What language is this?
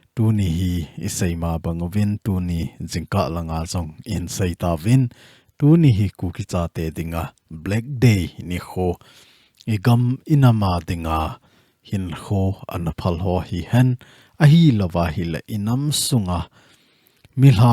Thado Chin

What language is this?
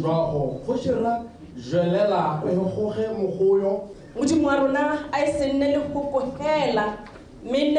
Tswana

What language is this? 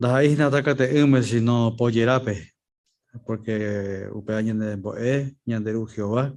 Guarani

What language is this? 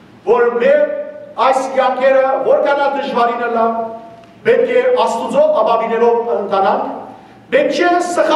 Western Armenian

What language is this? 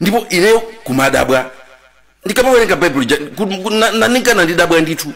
Nyanja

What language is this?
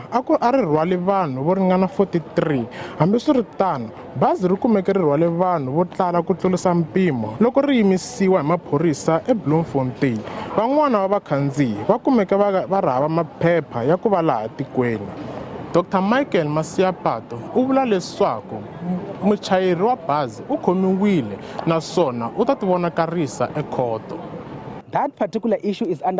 Tsonga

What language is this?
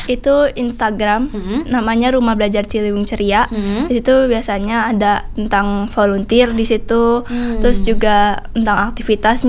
Indonesian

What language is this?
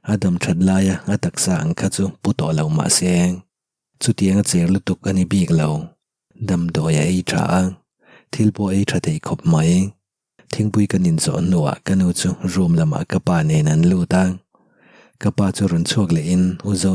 Mizo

